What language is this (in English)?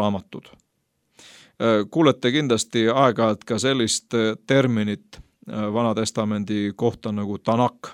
Estonian